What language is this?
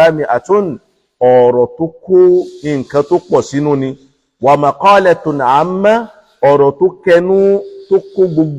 Yoruba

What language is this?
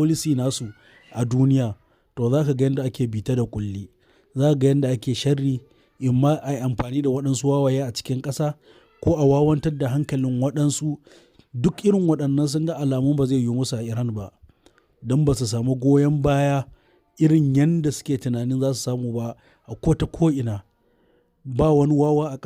Hausa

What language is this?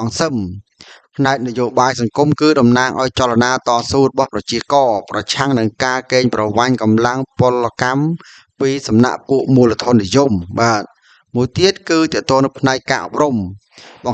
Khmer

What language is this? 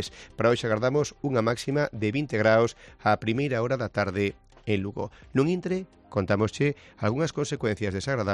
Galician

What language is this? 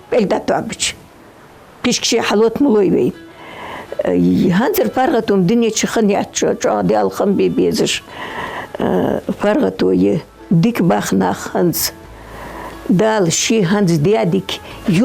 Ingush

